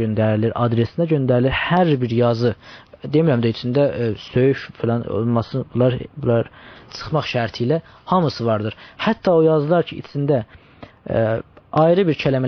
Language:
South Azerbaijani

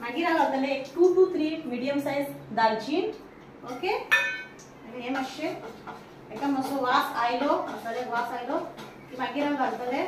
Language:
Konkani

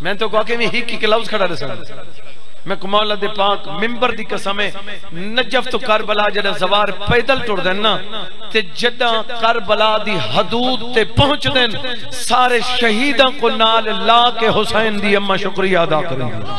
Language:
Saraiki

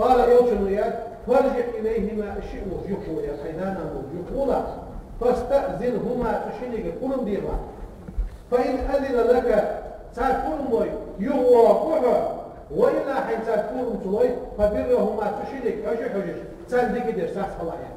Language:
Ingush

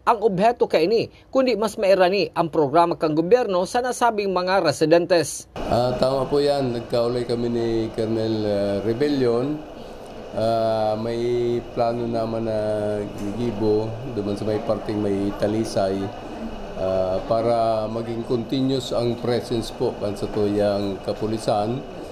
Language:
Bikol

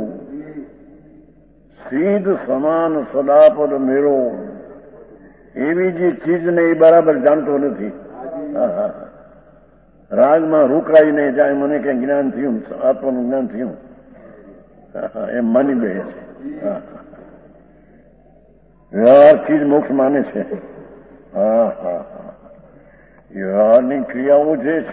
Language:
Gujarati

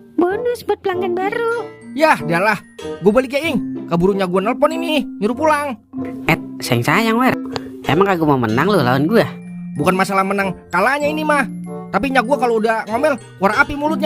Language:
Betawi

